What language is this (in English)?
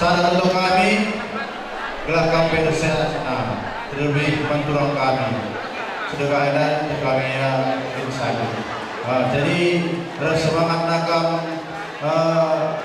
Batak Karo